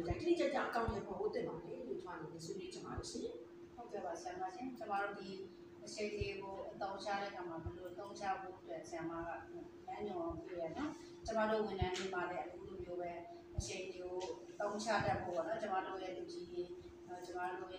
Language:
Burmese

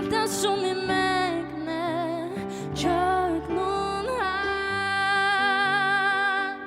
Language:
Faroese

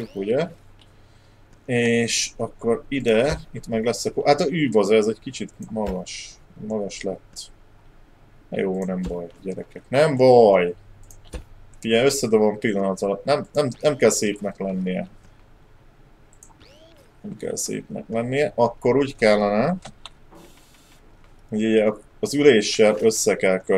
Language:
Hungarian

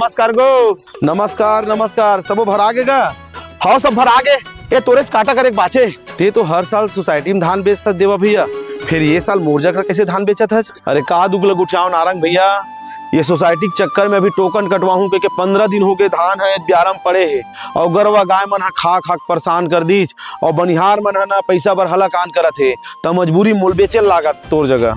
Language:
Chhattisgarhi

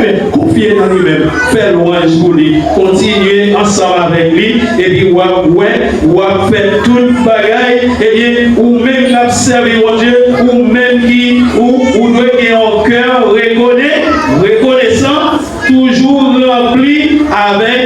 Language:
Haitian Creole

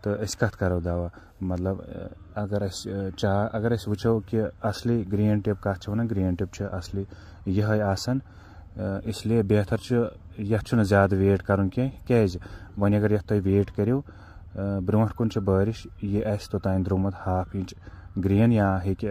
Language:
Kashmiri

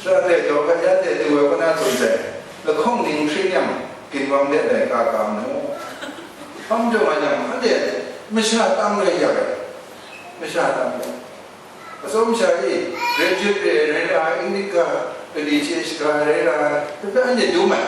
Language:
Kachin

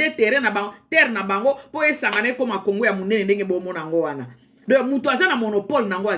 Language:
Lingala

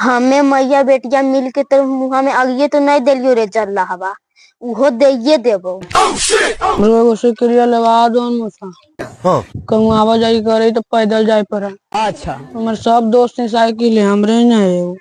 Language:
Magahi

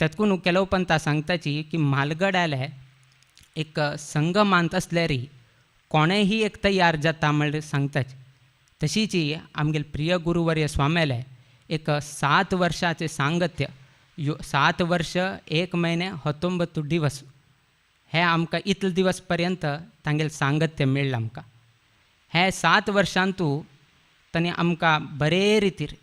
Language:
Konkani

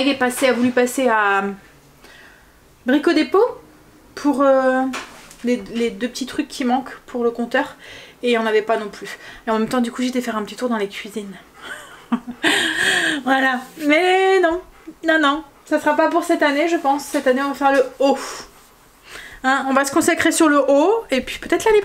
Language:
French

